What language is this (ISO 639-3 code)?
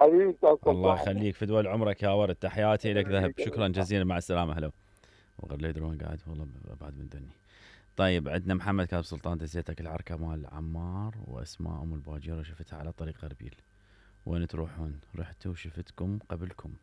acm